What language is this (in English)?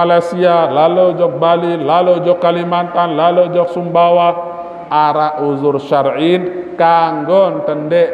Sasak